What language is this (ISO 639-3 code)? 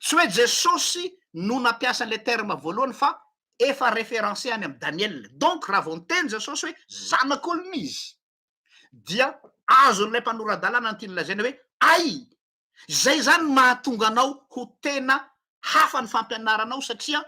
mlg